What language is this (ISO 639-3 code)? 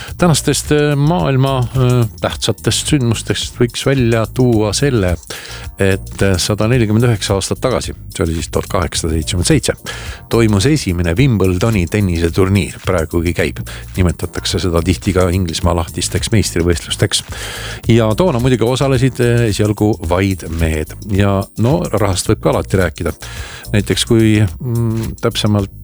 est